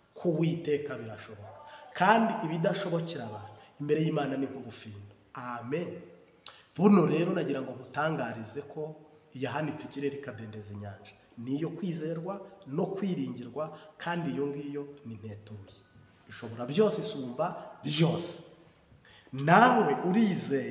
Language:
Kinyarwanda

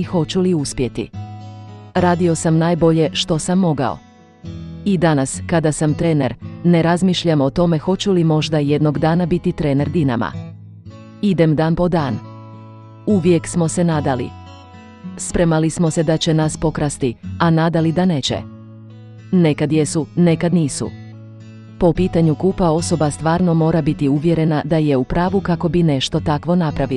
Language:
Croatian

